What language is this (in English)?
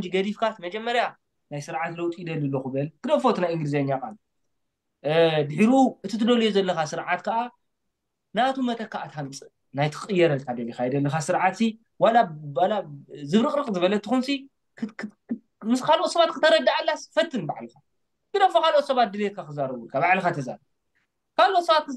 Tigrinya